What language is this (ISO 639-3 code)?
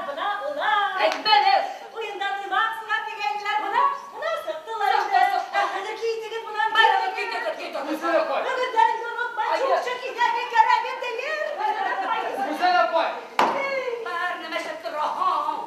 bak